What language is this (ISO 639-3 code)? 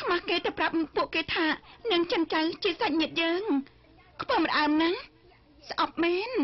khm